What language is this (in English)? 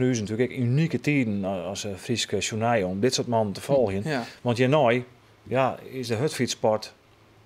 Western Frisian